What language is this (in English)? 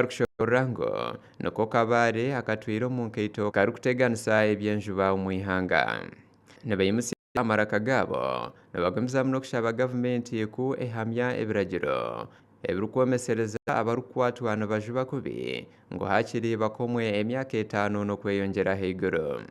Nyankole